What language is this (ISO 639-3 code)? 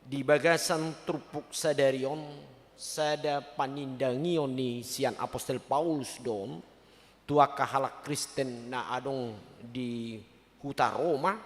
bbc